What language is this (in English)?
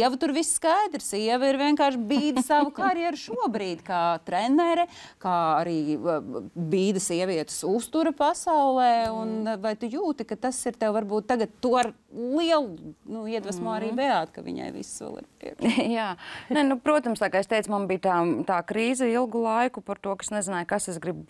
Latvian